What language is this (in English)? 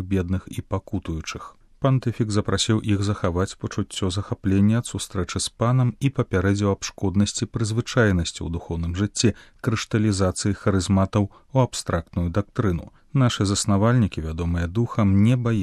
Belarusian